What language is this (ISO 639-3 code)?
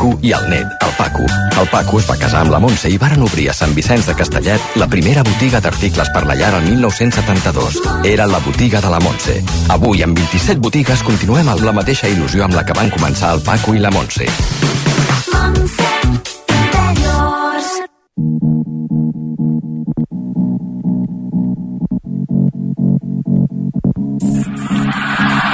cat